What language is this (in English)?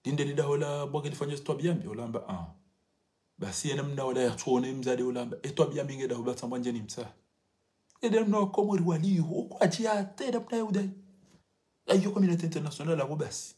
Ngazidja Comorian